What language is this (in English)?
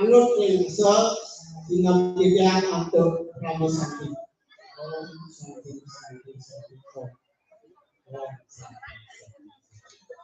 Balinese